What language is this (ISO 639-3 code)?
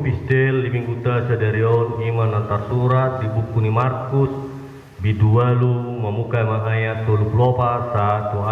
bbc